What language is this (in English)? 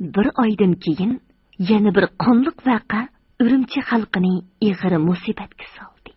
Uyghur